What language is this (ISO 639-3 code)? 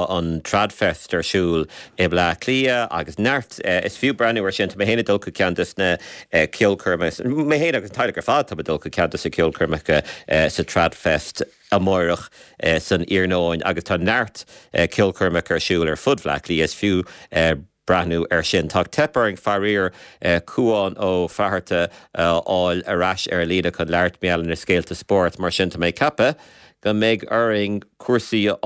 gle